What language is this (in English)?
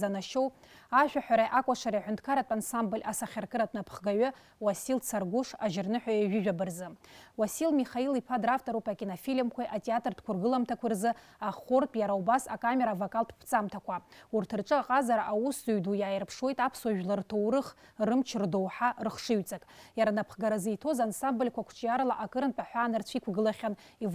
Abkhazian